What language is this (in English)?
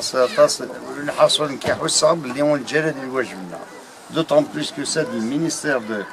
Kabyle